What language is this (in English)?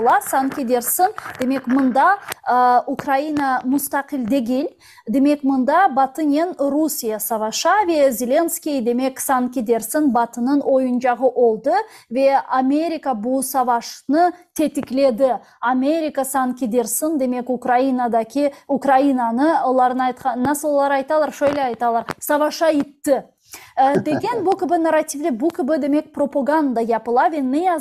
Crimean Tatar